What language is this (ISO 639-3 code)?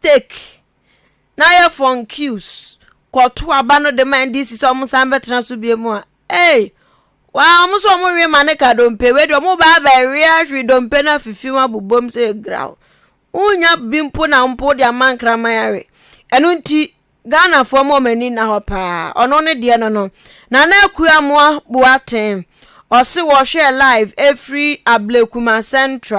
aka